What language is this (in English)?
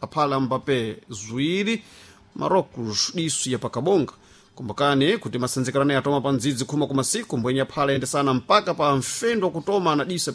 Sena